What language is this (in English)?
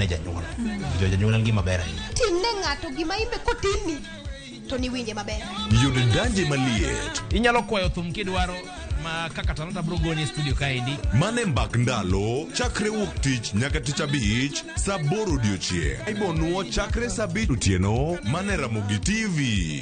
Luo (Kenya and Tanzania)